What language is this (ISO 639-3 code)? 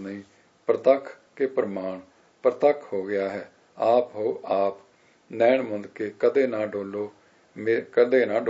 pan